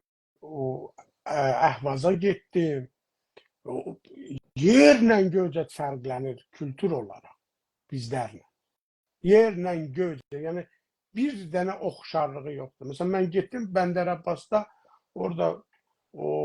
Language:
South Azerbaijani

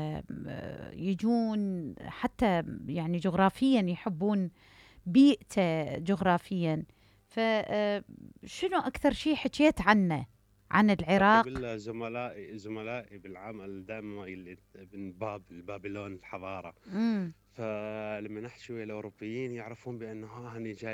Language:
Mesopotamian Arabic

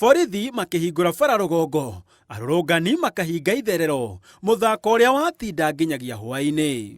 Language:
Kikuyu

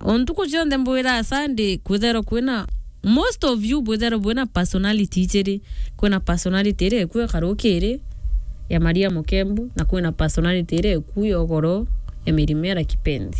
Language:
Meru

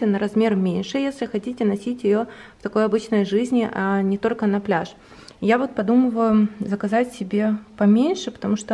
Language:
Russian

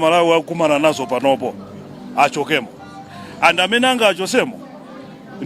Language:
Nyanja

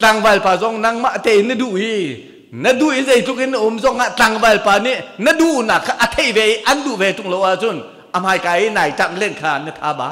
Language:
Hakha Chin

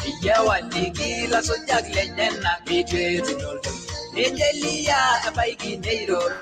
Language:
Masai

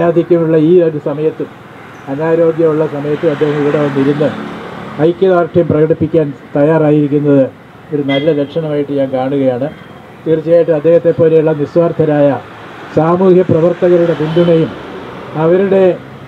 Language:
Malayalam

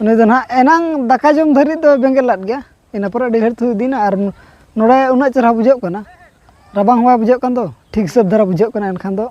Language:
Santali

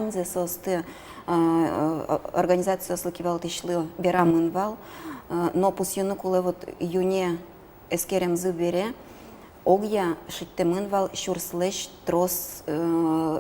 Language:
Udmurt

